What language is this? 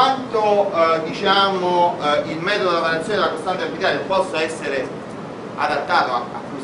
Italian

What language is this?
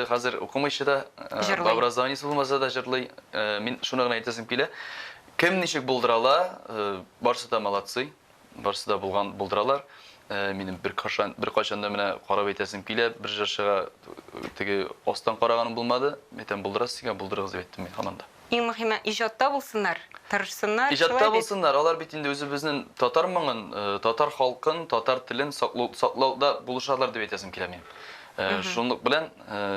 Tatar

